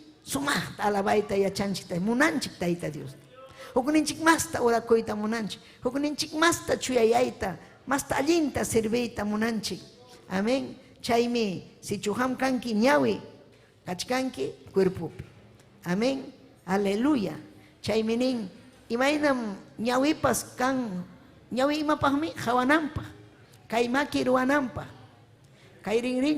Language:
Ayacucho Quechua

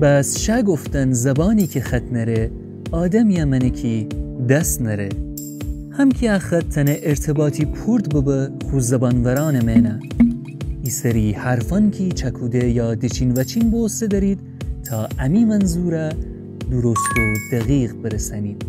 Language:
Gilaki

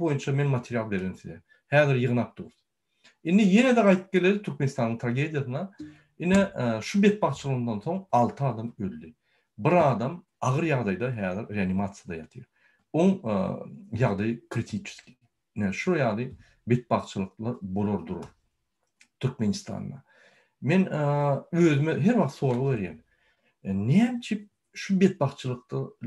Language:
Turkmen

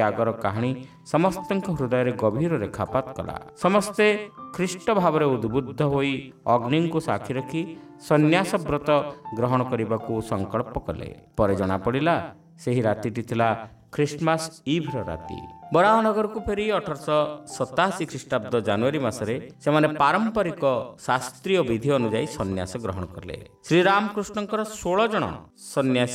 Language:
Odia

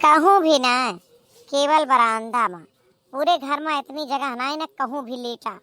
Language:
Awadhi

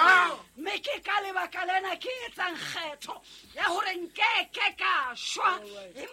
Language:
Southern Sotho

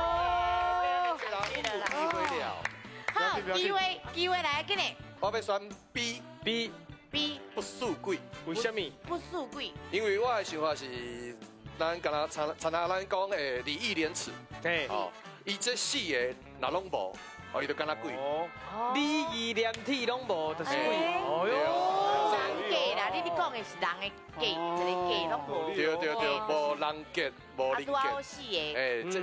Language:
Min Nan Chinese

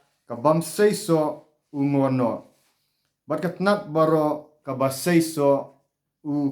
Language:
Khasi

